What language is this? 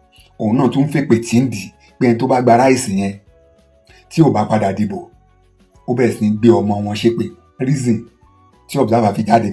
Yoruba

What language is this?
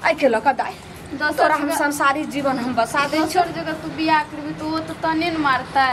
Maithili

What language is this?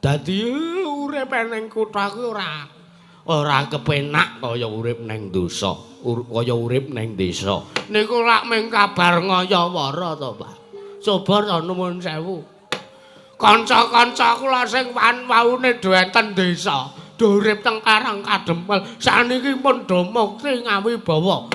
Javanese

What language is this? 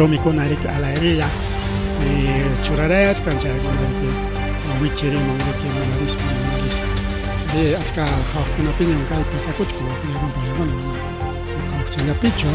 Ayacucho Quechua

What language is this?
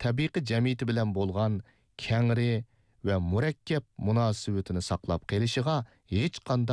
Uyghur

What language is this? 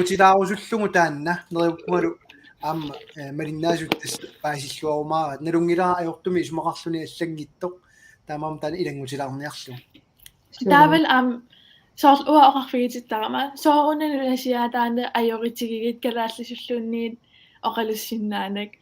Kalaallisut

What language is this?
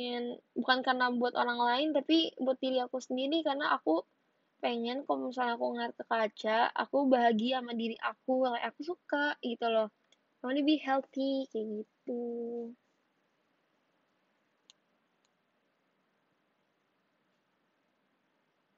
Indonesian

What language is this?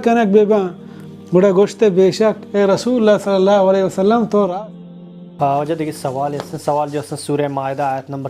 Baluchi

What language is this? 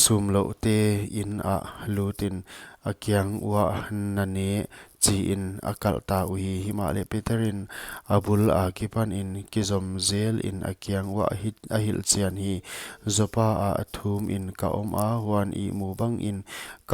Paite Chin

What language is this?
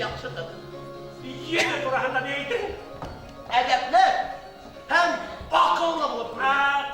Bashkir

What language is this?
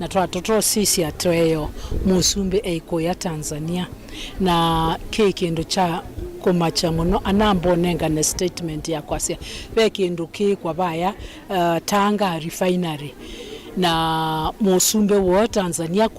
Kamba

